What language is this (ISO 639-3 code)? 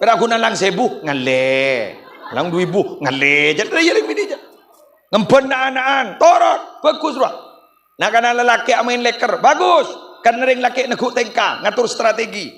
mad